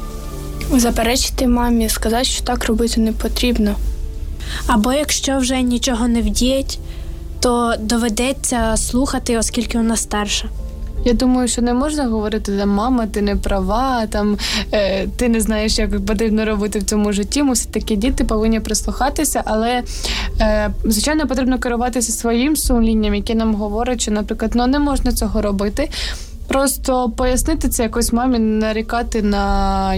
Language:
Ukrainian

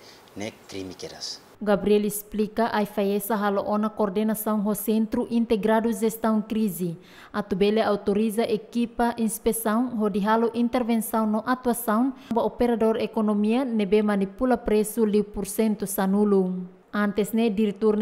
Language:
Tetum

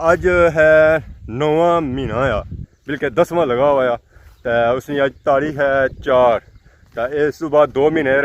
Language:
Pahari-Potwari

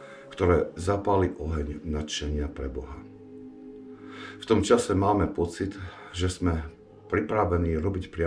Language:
Slovak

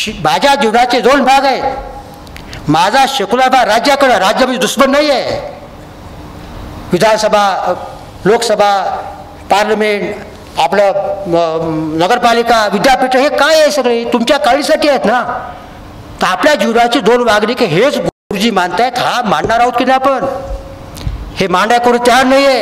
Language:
Marathi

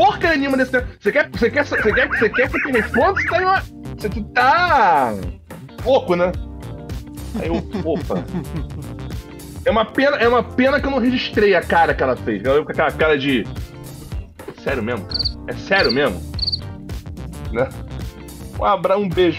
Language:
Portuguese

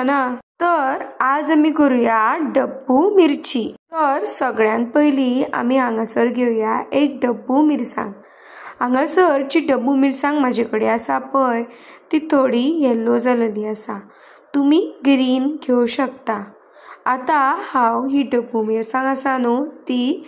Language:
Konkani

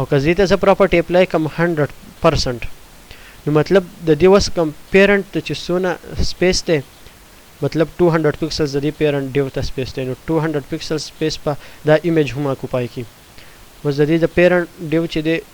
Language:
Pashto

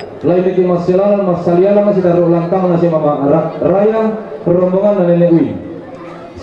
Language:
Toraja-Sa'dan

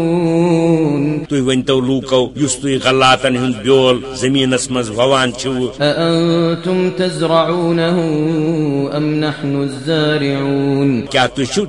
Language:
Kashmiri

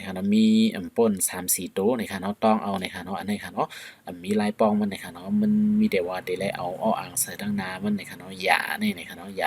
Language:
Shan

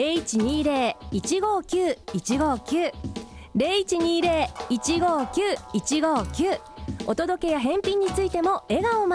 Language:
Japanese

